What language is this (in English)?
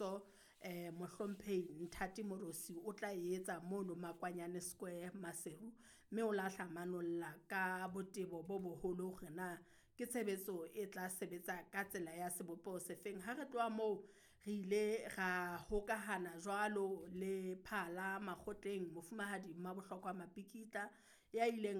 Southern Sotho